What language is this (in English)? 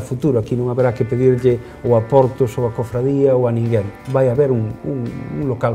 Galician